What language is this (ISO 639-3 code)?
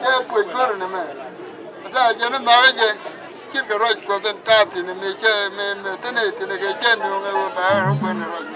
nus